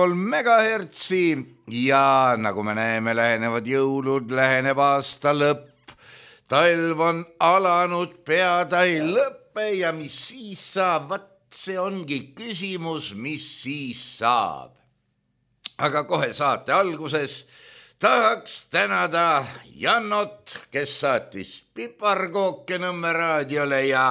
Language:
Estonian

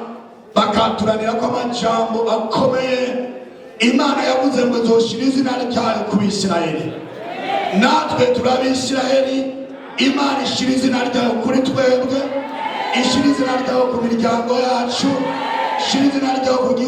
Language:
Rundi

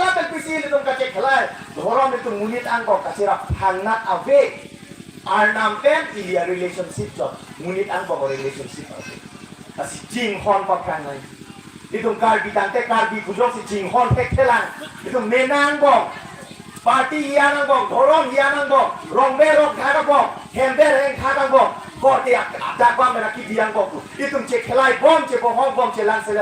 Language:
Karbi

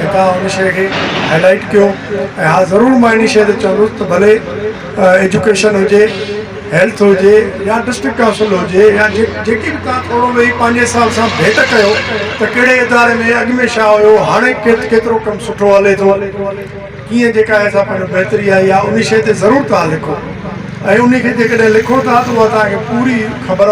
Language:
Sindhi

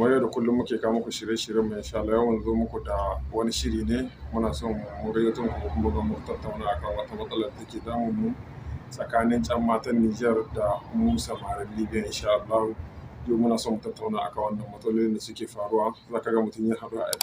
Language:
Hausa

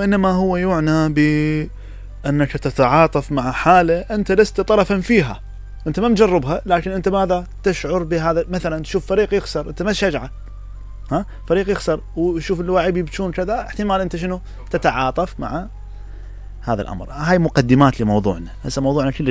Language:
Mesopotamian Arabic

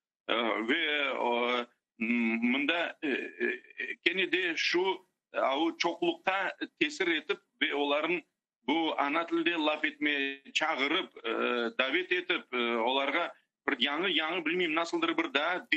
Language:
Crimean Tatar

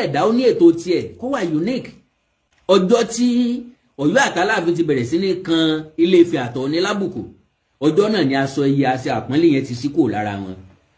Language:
Yoruba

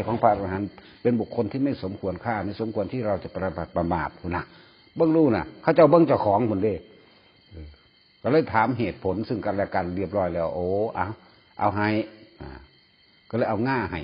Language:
Northeastern Thai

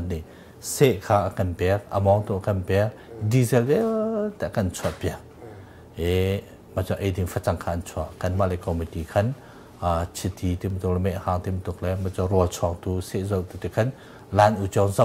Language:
Hakha Chin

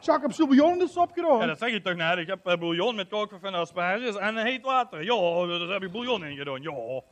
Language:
Limburgish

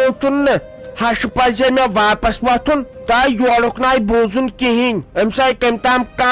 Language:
Kashmiri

